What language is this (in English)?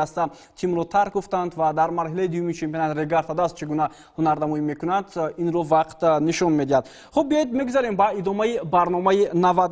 Tajik